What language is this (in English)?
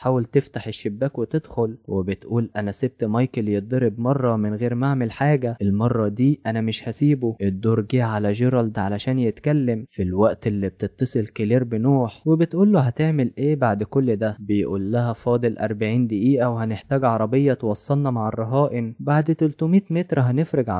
Egyptian Arabic